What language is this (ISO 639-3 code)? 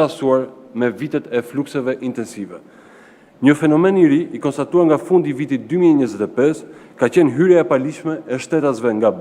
sqi